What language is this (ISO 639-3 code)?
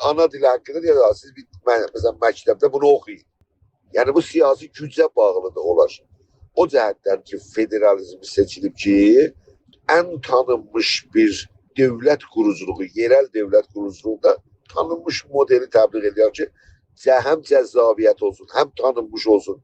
azb